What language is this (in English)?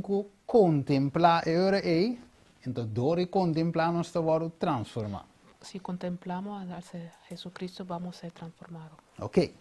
Papiamento